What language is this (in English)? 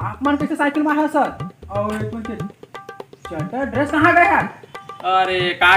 Chhattisgarhi